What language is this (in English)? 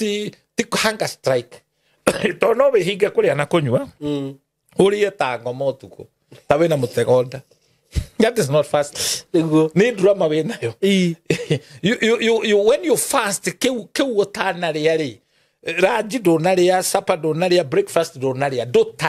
Kikuyu